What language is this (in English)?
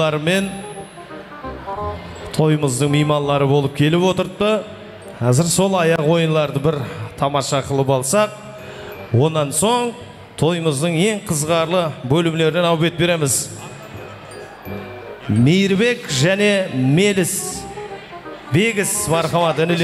Kara-Kalpak